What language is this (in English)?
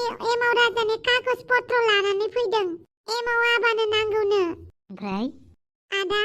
Bodo